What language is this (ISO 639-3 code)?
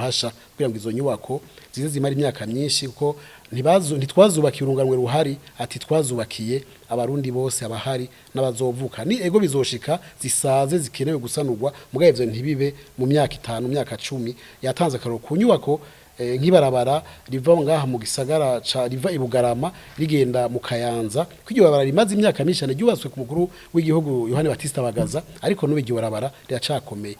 run